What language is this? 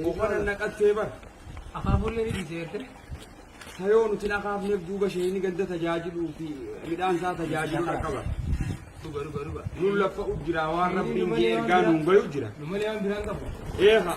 Oromo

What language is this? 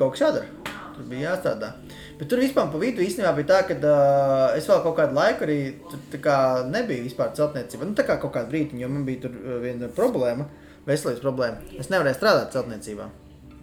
Latvian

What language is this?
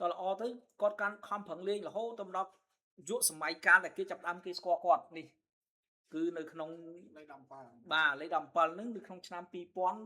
Khmer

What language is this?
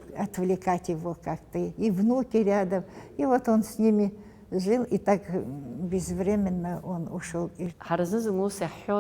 Abkhazian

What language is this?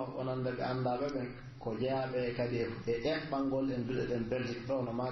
Pular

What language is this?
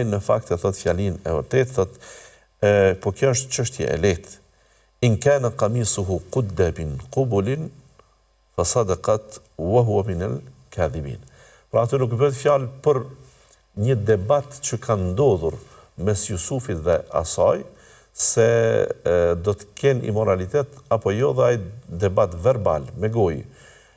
Albanian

